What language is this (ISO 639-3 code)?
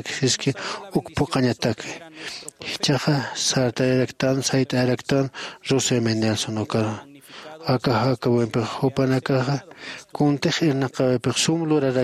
aym